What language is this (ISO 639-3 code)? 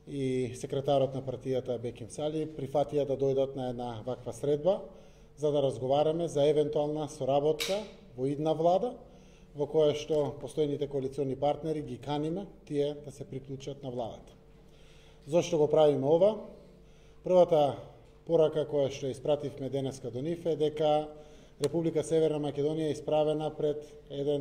mkd